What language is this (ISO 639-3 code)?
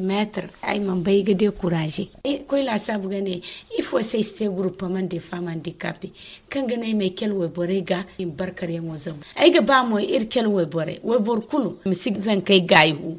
dje